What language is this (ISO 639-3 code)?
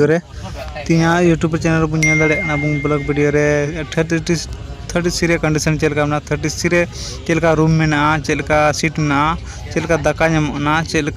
sat